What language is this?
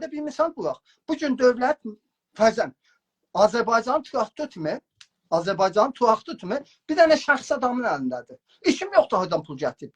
South Azerbaijani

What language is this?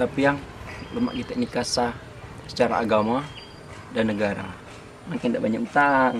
Musi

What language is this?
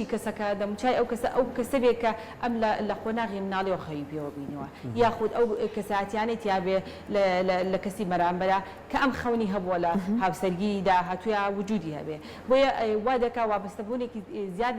Central Kurdish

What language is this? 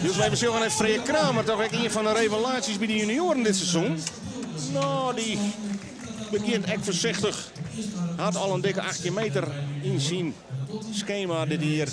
Western Frisian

